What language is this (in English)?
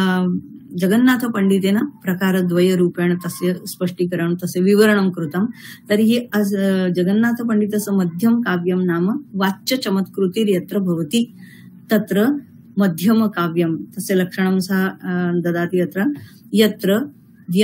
Sanskrit